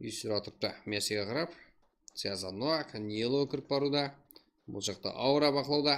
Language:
Kara-Kalpak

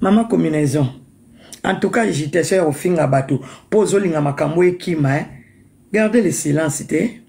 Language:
Lingala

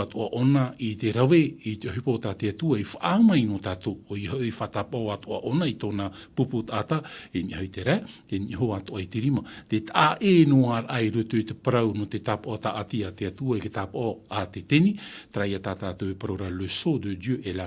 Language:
Tahitian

